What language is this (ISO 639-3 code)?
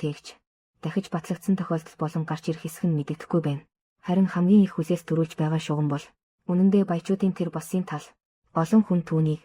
mon